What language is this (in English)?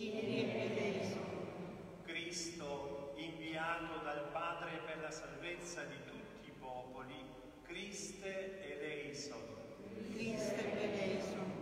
Italian